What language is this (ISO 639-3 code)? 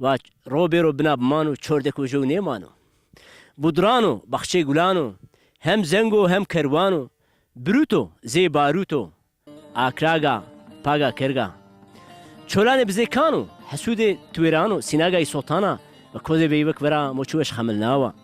zza